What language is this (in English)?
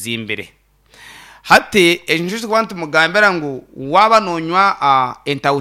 Nyankole